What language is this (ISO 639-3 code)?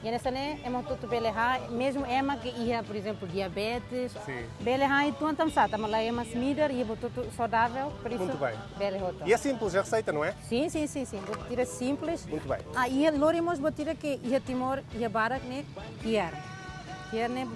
tet